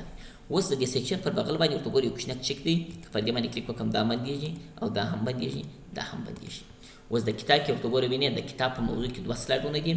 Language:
Pashto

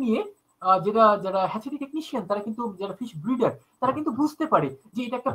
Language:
Bangla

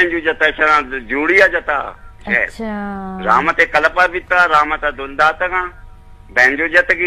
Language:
Eastern Balochi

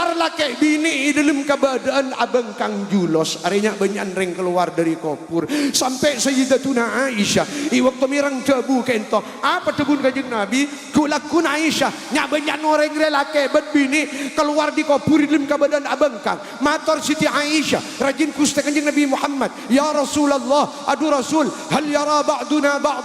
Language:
Madurese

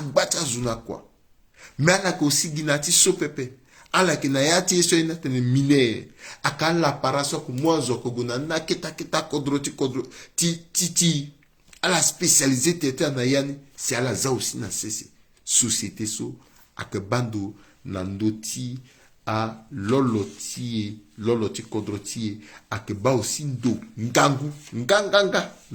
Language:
Sango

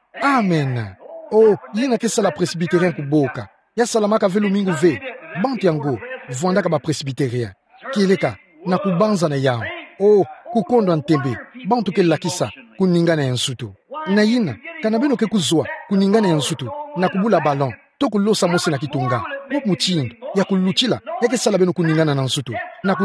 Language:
Kituba (Democratic Republic of Congo)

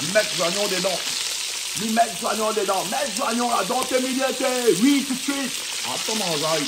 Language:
Réunion Creole French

